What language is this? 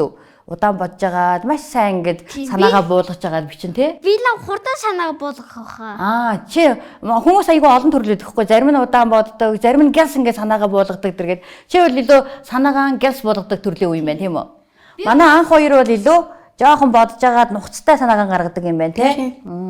Mongolian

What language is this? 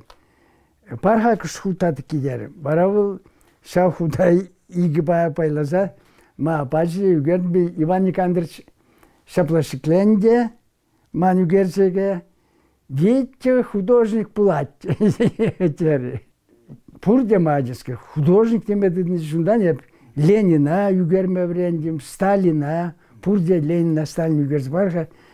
Chuvash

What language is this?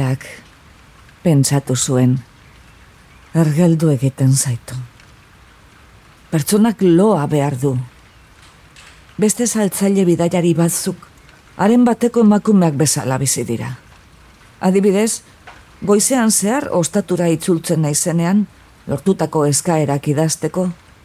Basque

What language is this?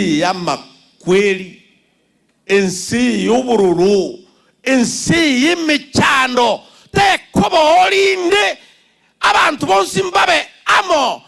Gusii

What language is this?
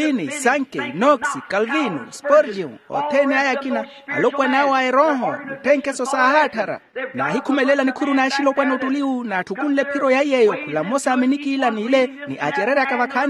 Makhuwa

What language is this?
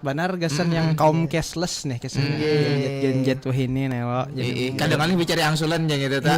Banjar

